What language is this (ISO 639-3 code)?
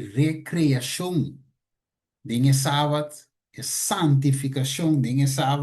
pap